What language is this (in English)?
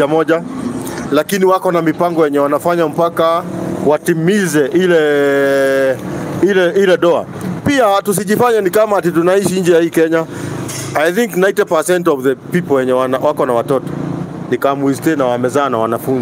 Swahili